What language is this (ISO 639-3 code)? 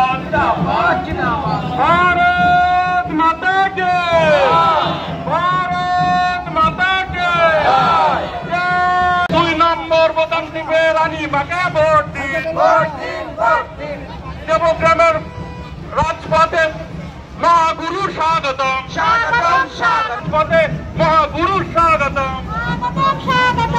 ben